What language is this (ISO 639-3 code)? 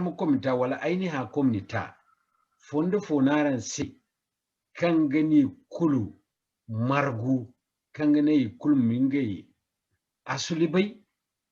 dje